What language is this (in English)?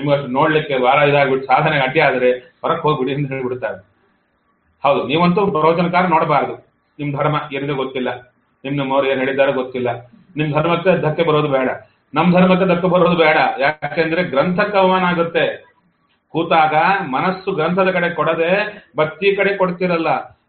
Kannada